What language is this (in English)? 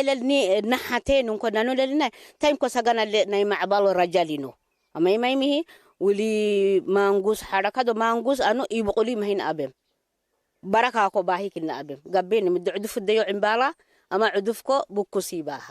Tigre